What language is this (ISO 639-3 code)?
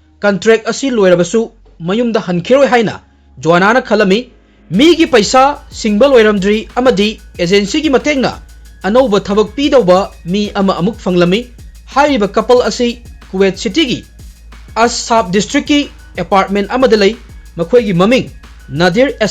mni